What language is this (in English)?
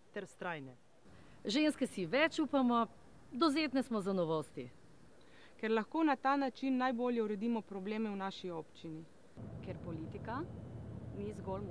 Slovenian